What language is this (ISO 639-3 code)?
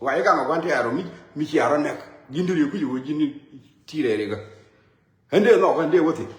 nus